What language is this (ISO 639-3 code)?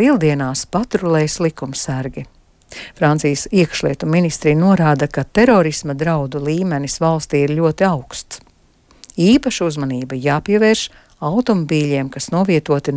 lav